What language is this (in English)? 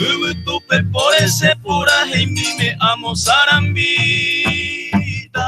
Guarani